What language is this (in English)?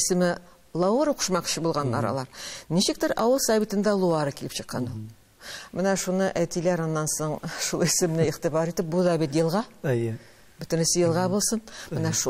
Tatar